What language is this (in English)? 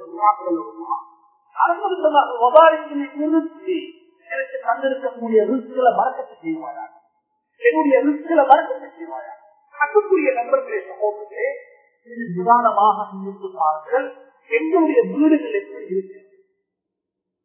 Tamil